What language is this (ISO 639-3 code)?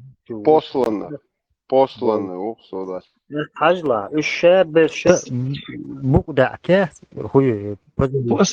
che